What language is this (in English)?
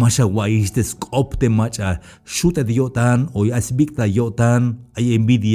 Tzeltal